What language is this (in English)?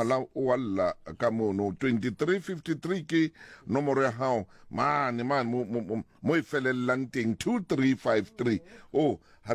Southern Sotho